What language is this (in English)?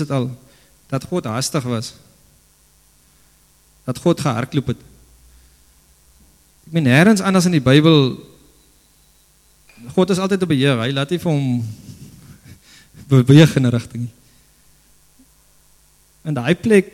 Afrikaans